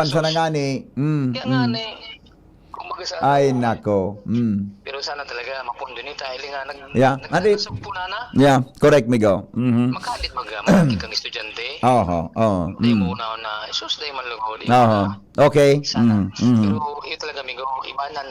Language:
Bikol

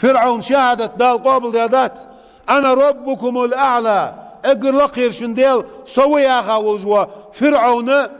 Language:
Ingush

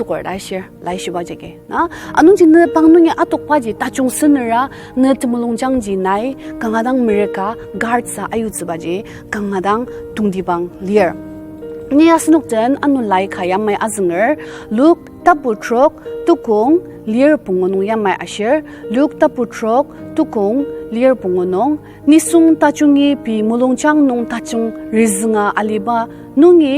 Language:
Ao Naga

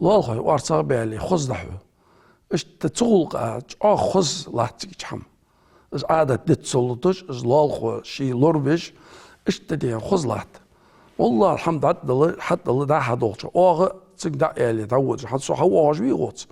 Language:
Ingush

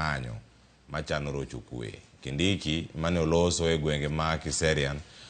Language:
Luo (Kenya and Tanzania)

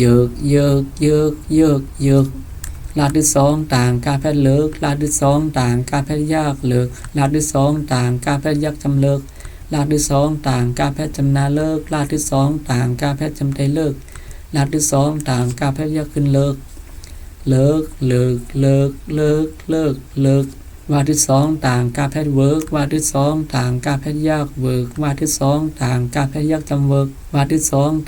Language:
Shan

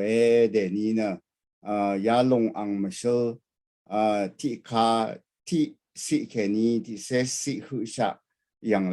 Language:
Rawang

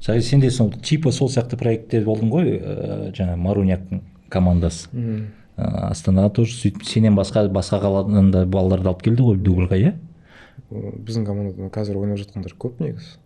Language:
Kazakh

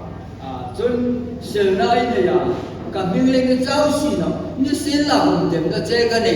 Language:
Hmar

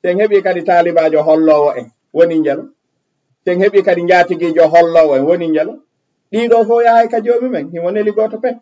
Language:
Fula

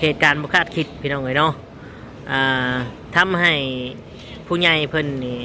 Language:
Lao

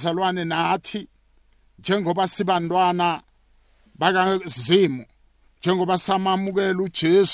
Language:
South Ndebele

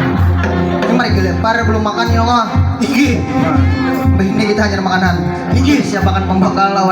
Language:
Banjar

